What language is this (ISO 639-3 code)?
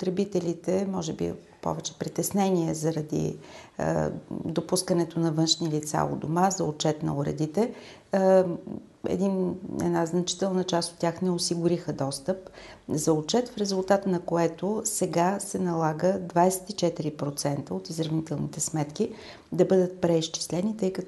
bul